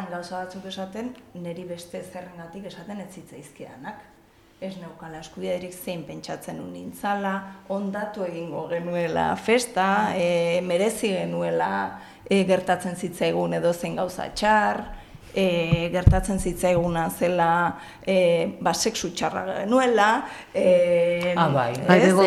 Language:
Basque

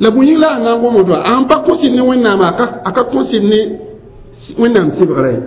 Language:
Mossi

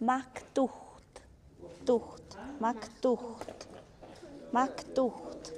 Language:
Tlahuitoltepec Mixe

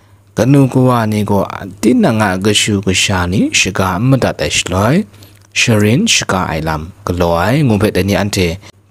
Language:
Kachin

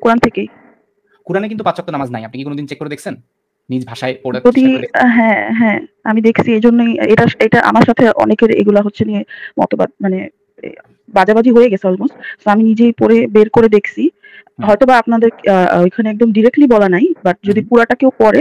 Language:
Bangla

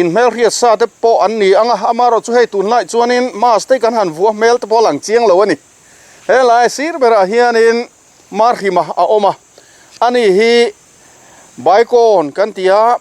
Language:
Mizo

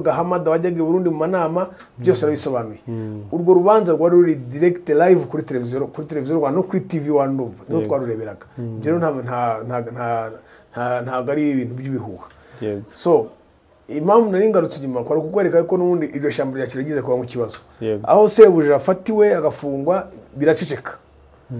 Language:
Kinyarwanda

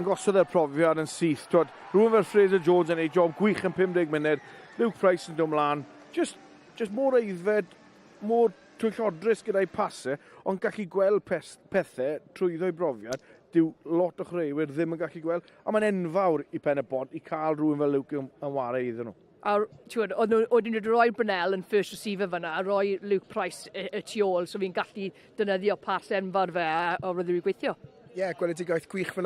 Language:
Welsh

